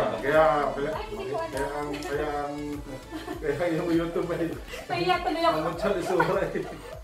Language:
Filipino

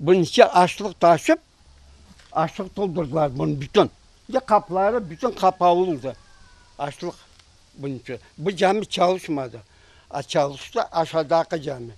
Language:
Crimean Tatar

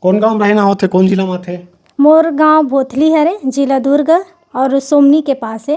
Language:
Chhattisgarhi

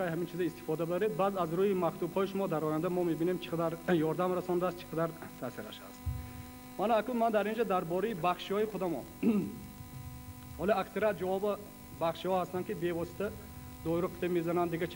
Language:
Tajik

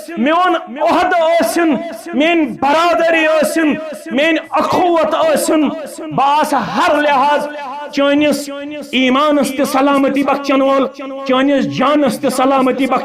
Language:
Kashmiri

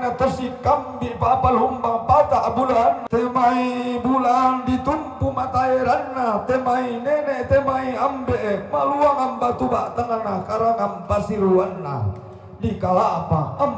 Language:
Toraja-Sa'dan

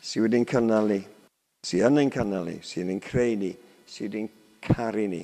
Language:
Welsh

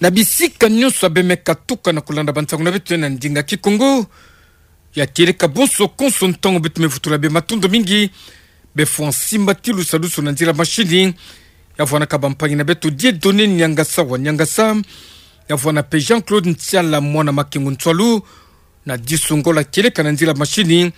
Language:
Kituba (Democratic Republic of Congo)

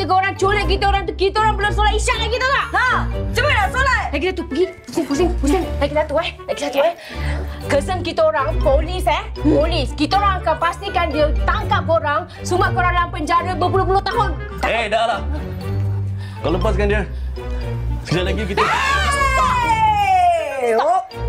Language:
Malay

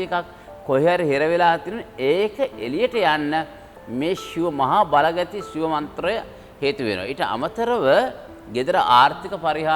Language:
Sinhala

